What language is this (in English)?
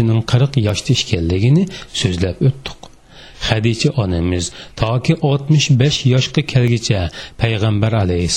Uyghur